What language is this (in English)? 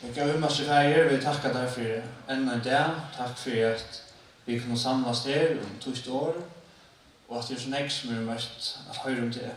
Faroese